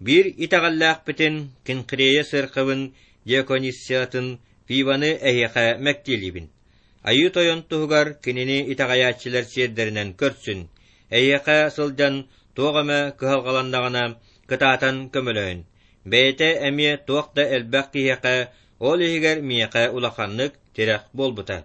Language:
Yakut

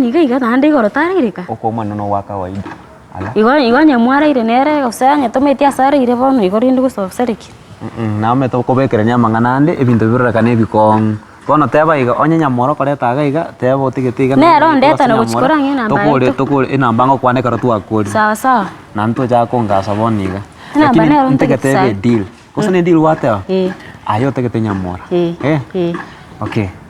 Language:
Gusii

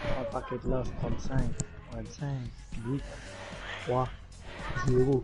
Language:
Morisyen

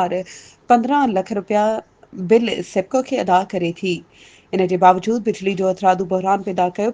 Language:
Sindhi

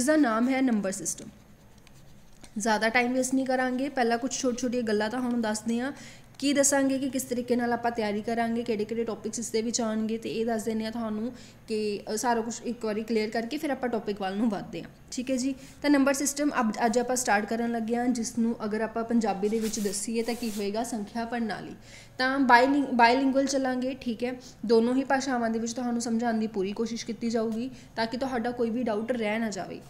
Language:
Punjabi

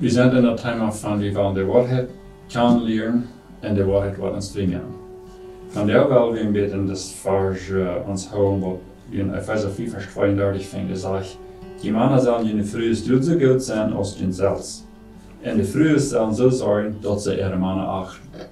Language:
Plautdietsch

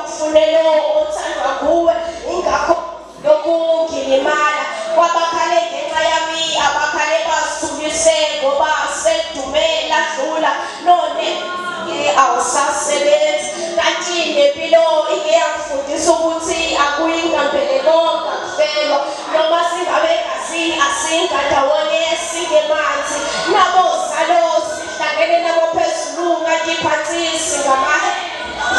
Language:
Zulu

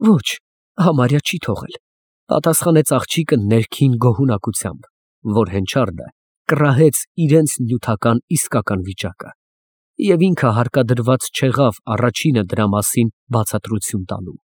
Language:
Armenian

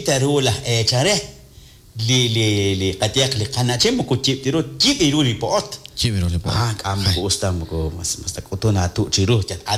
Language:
Kekchí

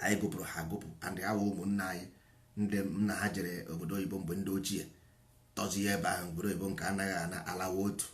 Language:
Igbo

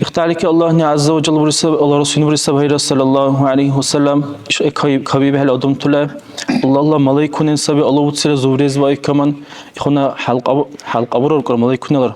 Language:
Dargwa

